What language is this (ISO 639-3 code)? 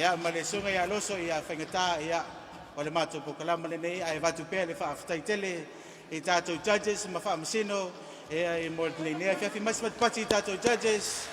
smo